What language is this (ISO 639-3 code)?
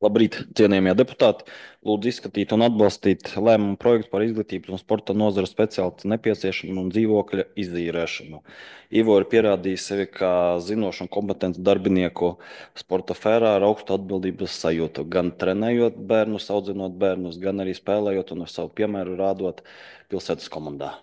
lav